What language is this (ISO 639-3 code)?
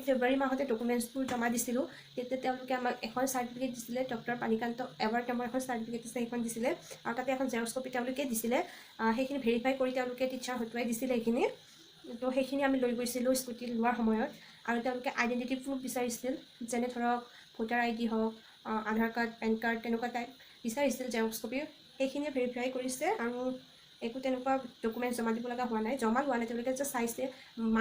asm